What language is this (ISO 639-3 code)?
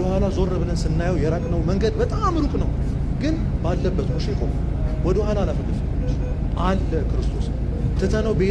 amh